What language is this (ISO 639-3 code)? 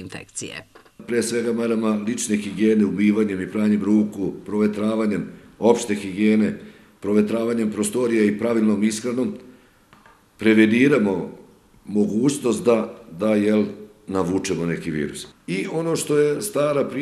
srp